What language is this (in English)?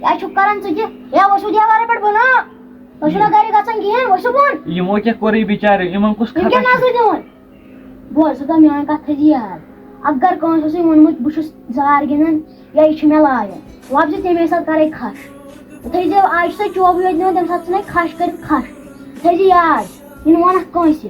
Kashmiri